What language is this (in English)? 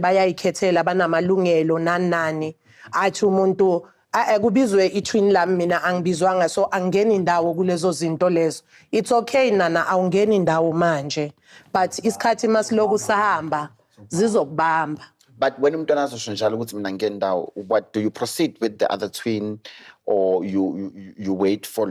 Zulu